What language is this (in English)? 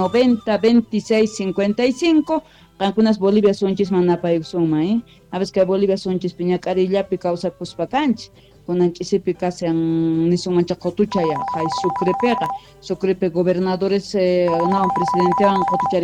South Bolivian Quechua